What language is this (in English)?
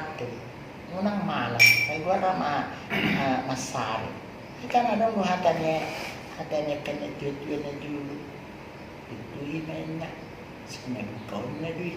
Batak Toba